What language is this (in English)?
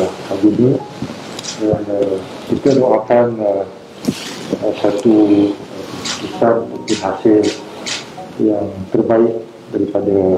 Malay